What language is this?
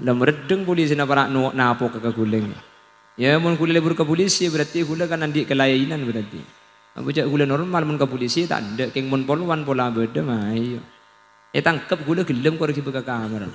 Madurese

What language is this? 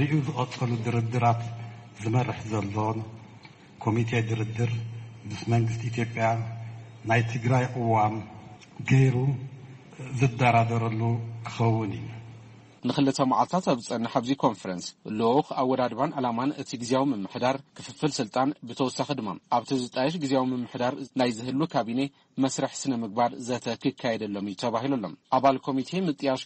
Tigrinya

